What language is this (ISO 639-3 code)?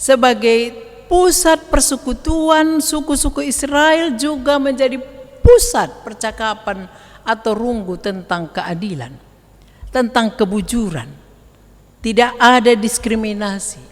btx